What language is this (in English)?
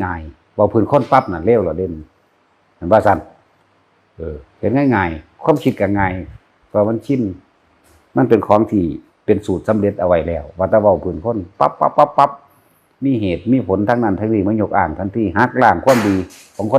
Northeastern Thai